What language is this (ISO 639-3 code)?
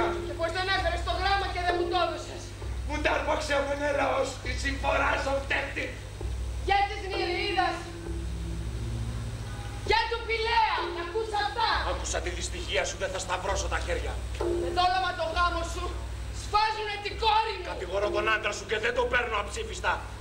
ell